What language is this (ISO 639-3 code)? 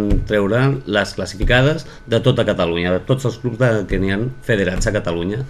cat